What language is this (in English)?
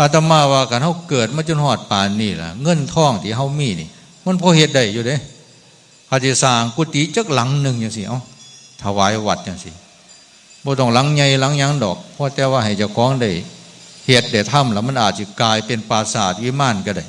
Northeastern Thai